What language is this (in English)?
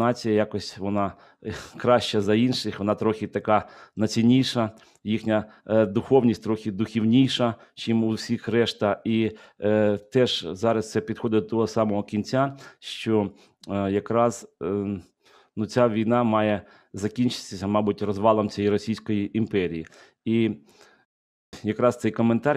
Ukrainian